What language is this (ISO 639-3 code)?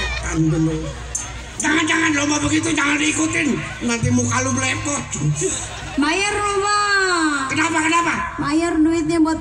bew